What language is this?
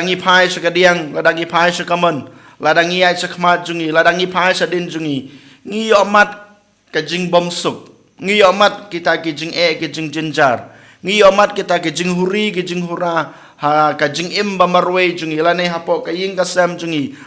Khasi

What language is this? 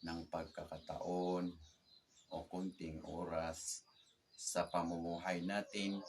Maranao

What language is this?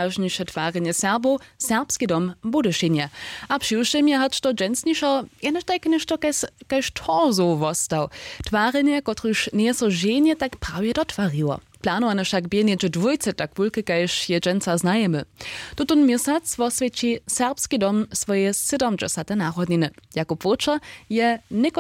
Upper Sorbian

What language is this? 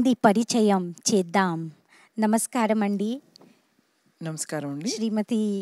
Telugu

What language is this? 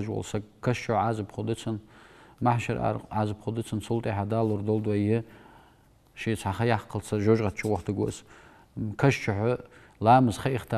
Ingush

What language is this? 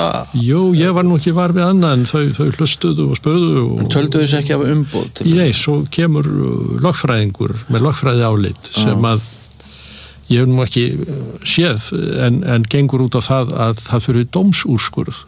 Icelandic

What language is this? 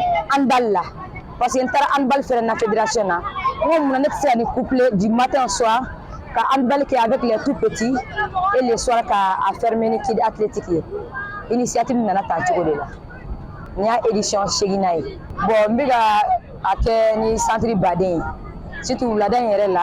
Bambara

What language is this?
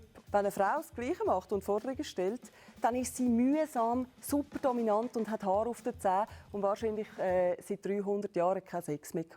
Swiss German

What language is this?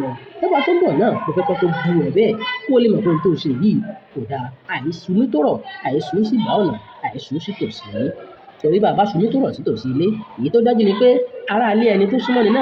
Yoruba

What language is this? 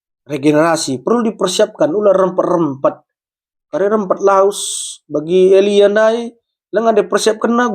Batak Karo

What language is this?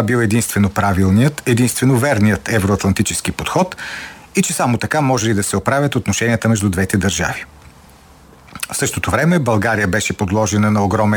Bulgarian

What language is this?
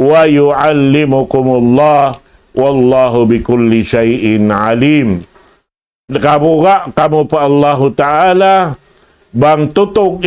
Tausug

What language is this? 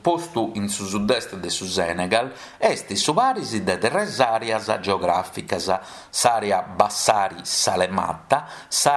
Sardinian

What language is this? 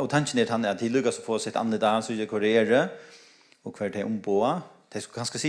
Faroese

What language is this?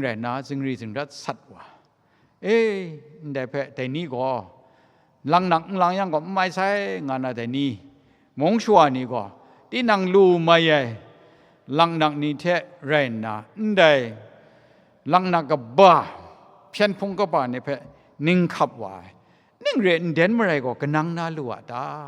Kachin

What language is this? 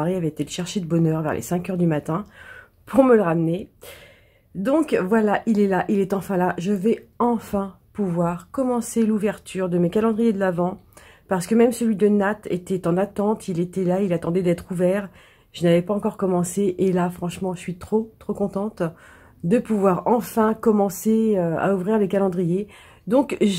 French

